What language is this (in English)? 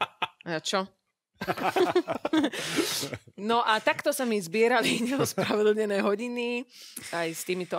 Slovak